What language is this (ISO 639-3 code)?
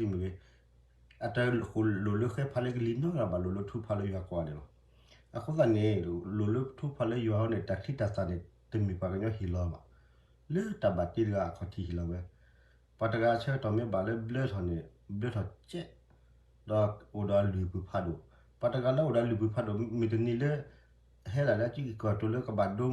ksw